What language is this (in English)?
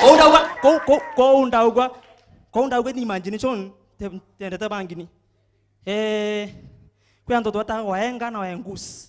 Meru